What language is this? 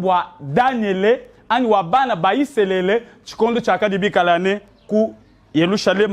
Luba-Lulua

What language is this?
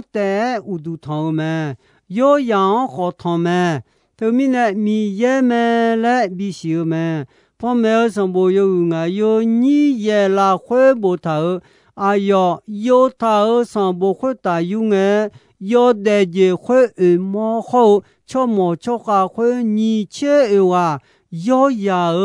Akha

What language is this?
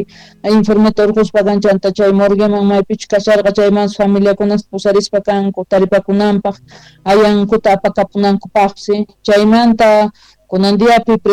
South Bolivian Quechua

